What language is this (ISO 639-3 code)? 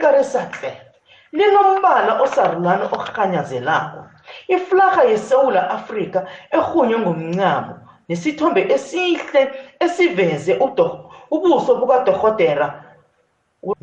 nbl